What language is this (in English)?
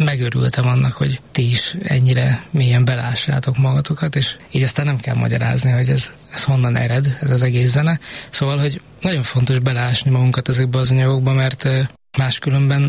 Hungarian